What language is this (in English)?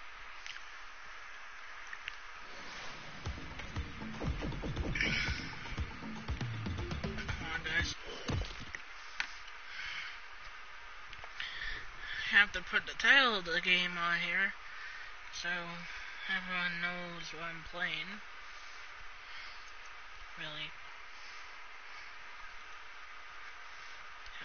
English